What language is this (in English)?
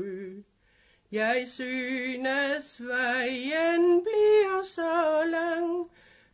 Danish